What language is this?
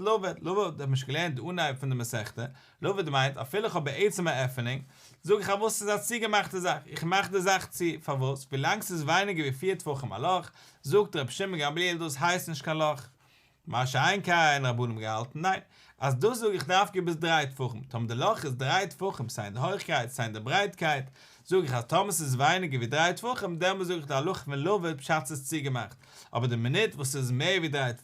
Yiddish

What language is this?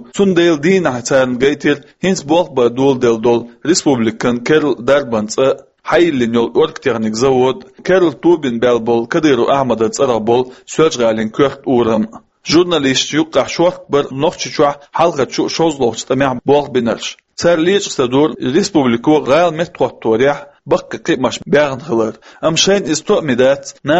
Chechen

